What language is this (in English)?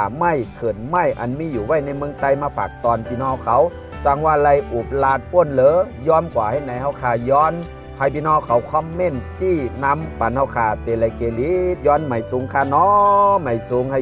Shan